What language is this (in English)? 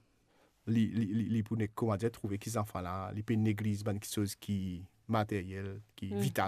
Morisyen